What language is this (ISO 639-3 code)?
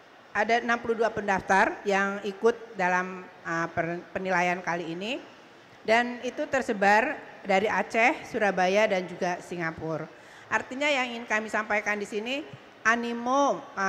ind